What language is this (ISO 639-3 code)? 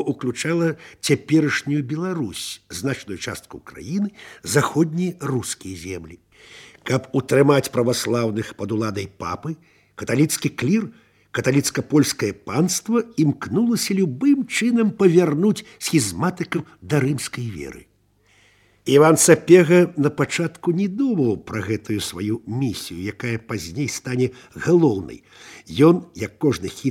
bel